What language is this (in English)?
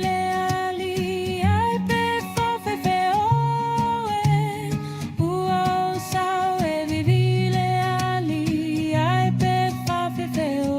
Samoan